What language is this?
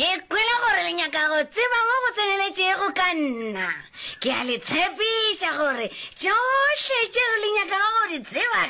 Northern Sotho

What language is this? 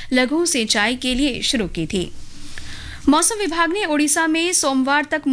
Hindi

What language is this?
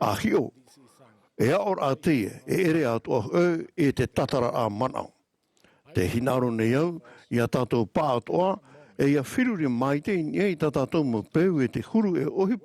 Tahitian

